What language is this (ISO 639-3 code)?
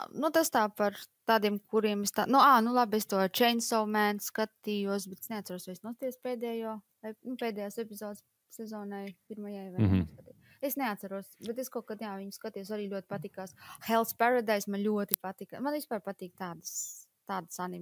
lav